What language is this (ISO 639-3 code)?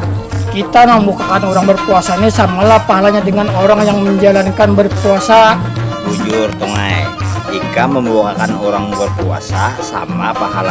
bjn